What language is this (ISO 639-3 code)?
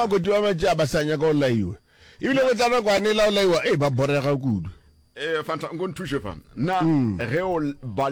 nso